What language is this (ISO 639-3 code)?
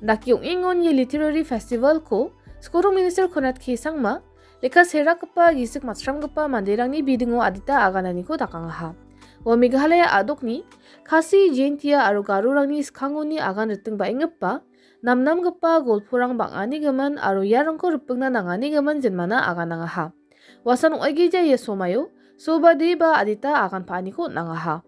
grt